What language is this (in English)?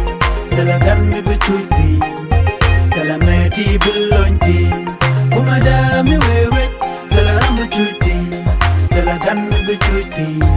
Nuer